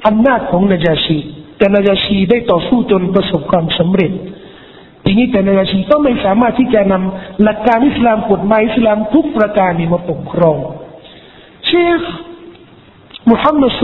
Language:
Thai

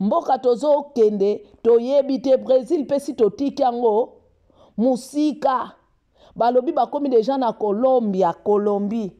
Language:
Lingala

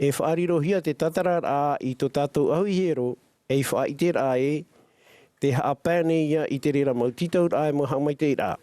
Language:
Tahitian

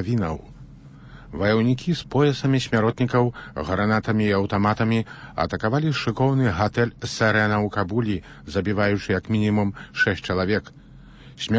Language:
Belarusian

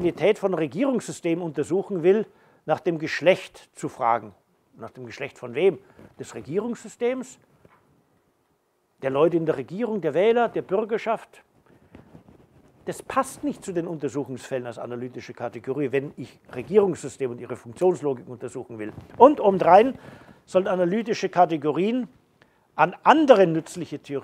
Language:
German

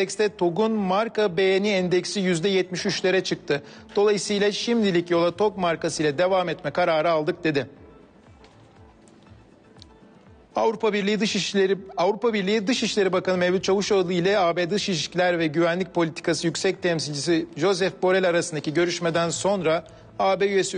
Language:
Turkish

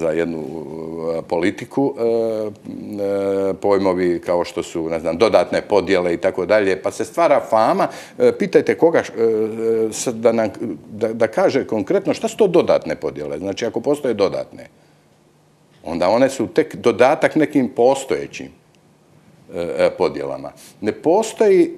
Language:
Croatian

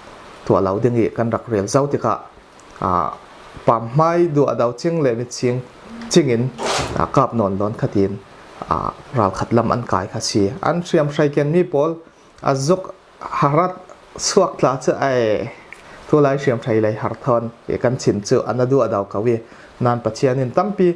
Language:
Falam Chin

